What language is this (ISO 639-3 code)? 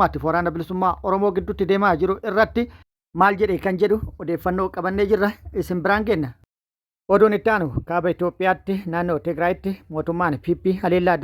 orm